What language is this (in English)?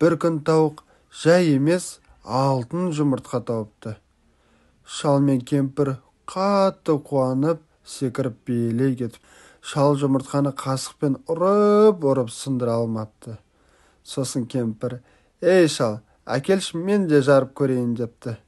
Kazakh